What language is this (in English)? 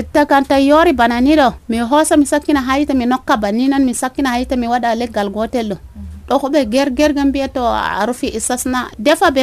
Nigerian Fulfulde